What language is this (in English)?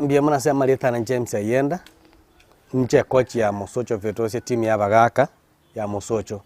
Gusii